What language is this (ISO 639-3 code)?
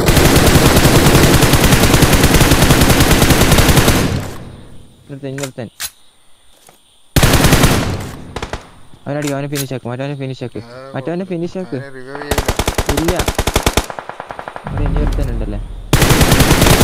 mal